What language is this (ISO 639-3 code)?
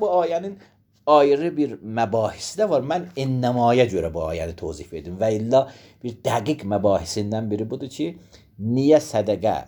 aze